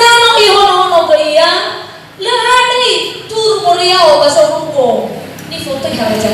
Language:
Nias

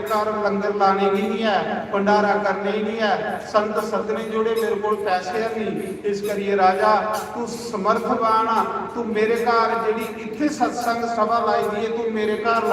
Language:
Dogri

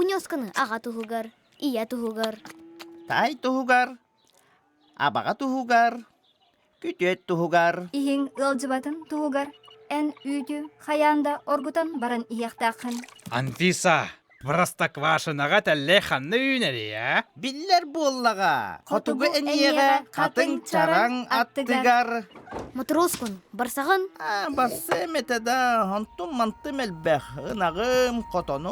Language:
Yakut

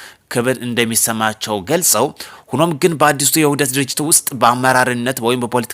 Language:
Amharic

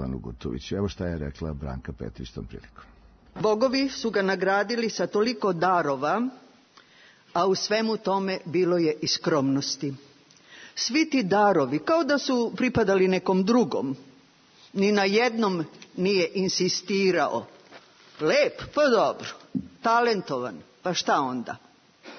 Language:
Serbian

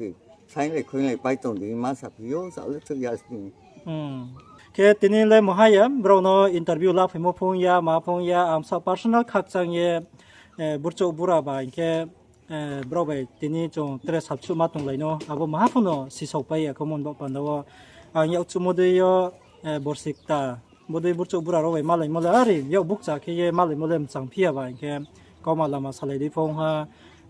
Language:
Riang (India)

